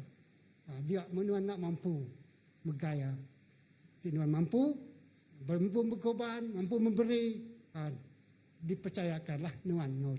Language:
Iban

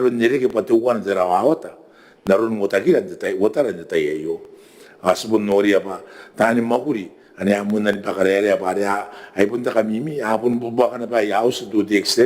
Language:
Gilbertese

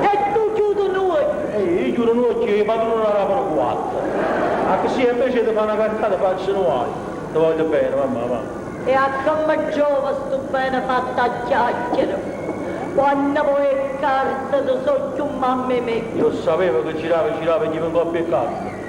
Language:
Neapolitan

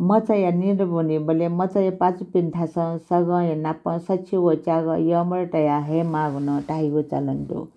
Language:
Newari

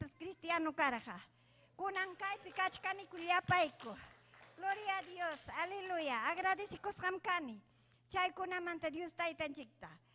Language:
Ayacucho Quechua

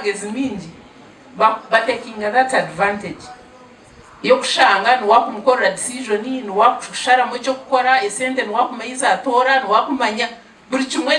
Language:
Nyankole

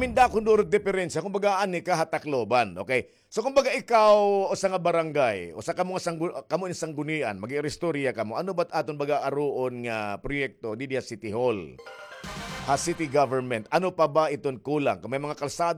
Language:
Waray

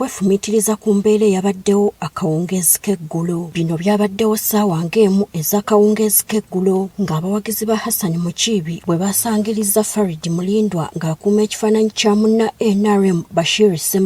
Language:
Ganda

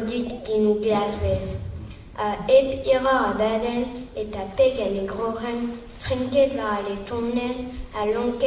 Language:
Breton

